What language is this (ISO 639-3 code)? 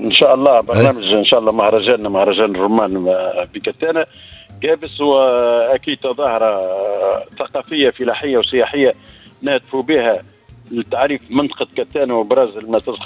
aeb